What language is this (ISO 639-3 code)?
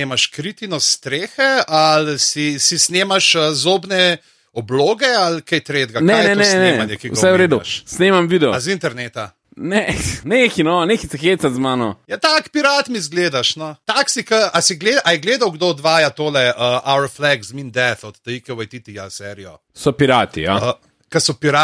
slv